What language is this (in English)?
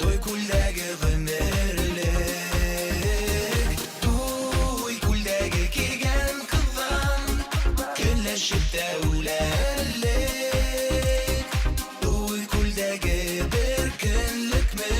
Bashkir